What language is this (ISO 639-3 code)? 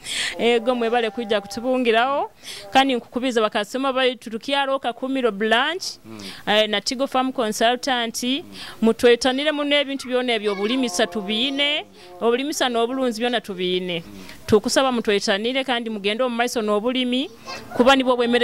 nyo